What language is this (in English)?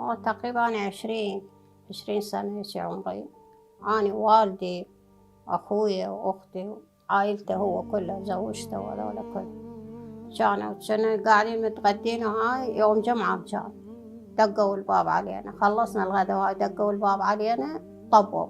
Mesopotamian Arabic